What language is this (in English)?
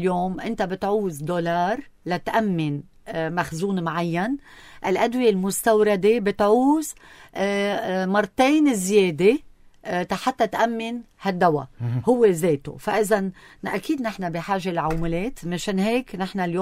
North Levantine Arabic